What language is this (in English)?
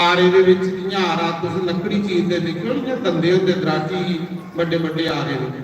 Dogri